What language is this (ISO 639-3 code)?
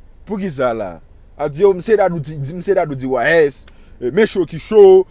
hat